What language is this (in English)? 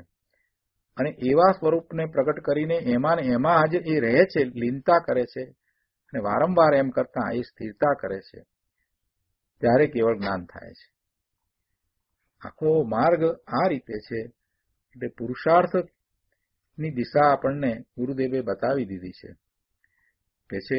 Gujarati